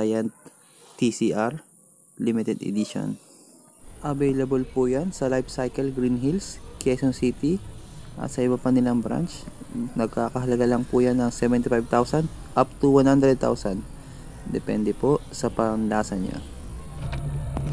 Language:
Filipino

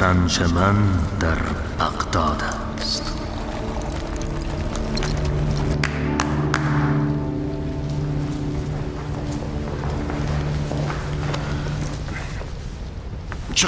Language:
Persian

